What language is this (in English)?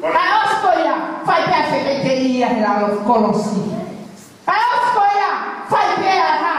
Tongan